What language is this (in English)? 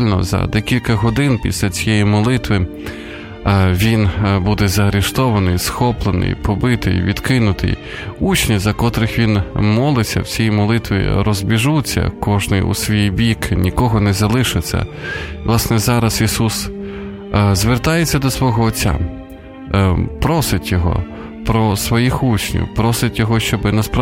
Ukrainian